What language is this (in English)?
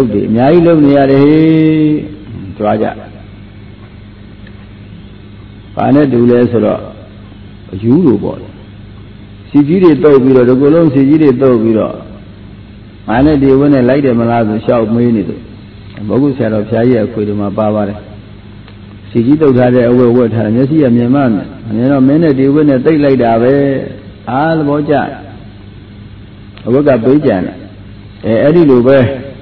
Burmese